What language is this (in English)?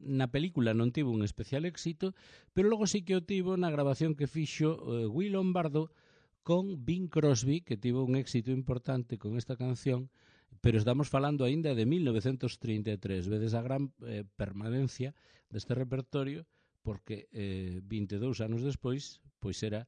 Galician